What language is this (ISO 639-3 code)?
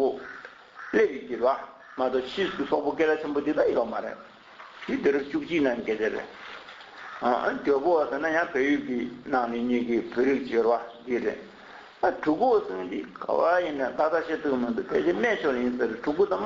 bod